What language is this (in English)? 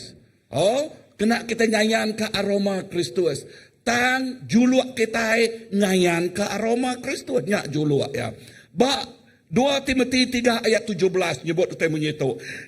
Iban